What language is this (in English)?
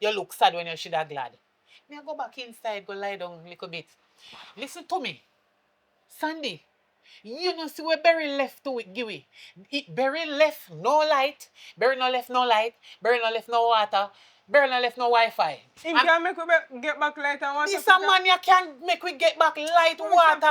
Jamaican Creole English